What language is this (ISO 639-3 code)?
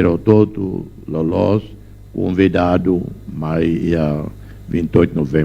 tet